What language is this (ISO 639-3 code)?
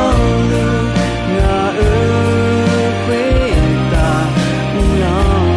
ahk